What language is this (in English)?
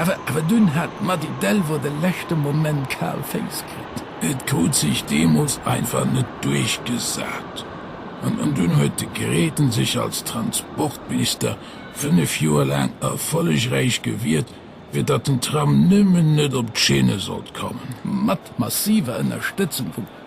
Luxembourgish